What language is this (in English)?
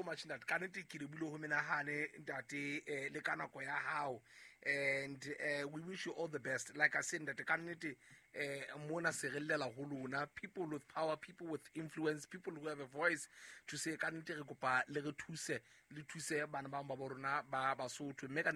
Southern Sotho